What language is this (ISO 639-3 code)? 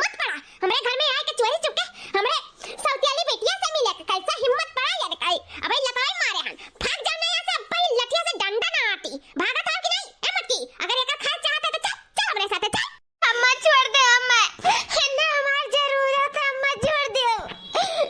awa